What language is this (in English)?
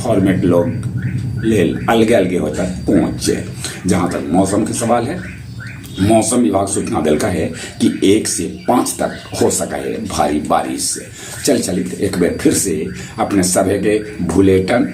Magahi